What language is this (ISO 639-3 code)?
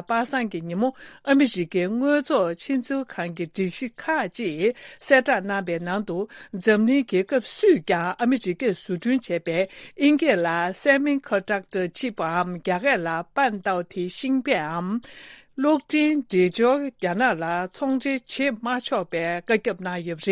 bod